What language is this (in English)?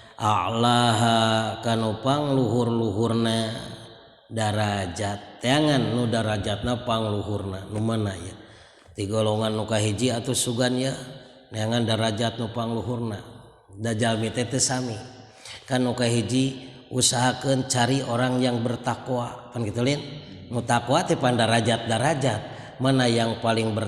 Sundanese